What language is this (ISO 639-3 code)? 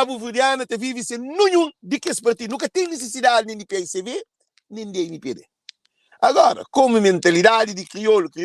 kea